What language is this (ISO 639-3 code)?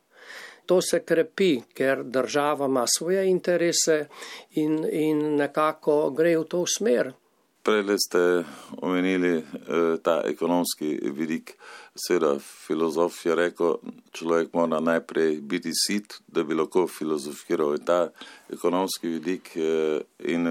slv